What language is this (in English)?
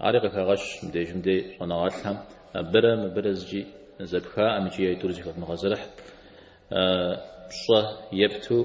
Kabardian